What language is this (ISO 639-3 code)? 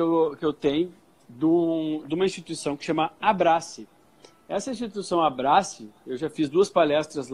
por